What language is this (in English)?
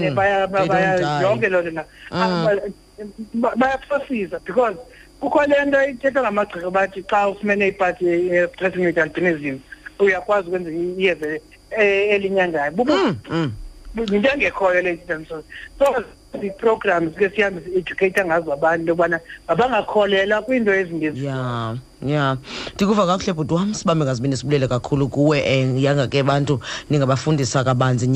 Xhosa